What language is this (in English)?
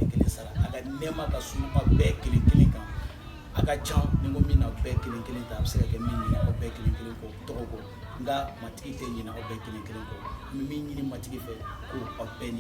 Bambara